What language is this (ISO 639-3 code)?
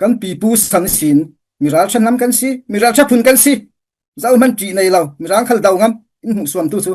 cfm